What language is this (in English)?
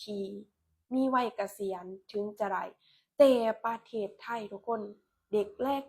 Lao